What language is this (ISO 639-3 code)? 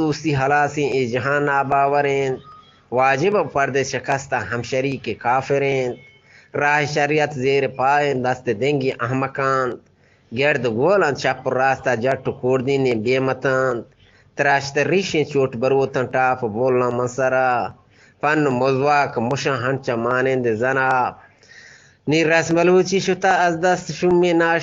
bgp